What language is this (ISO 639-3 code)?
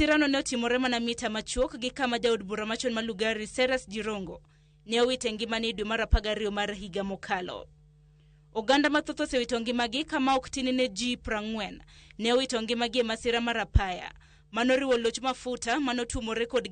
luo